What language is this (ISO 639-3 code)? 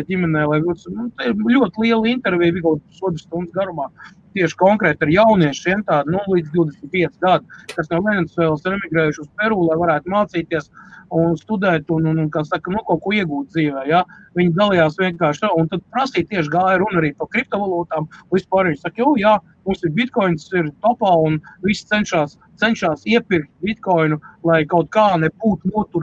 lav